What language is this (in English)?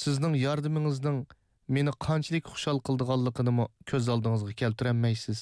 Uyghur